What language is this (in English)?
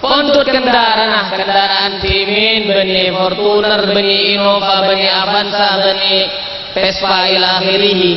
Madurese